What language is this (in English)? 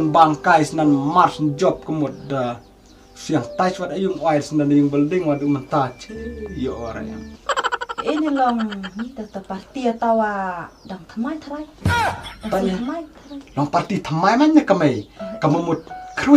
Khasi